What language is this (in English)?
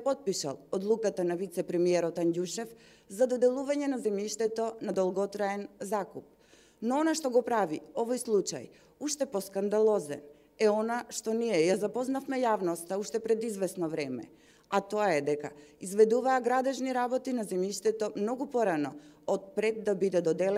Macedonian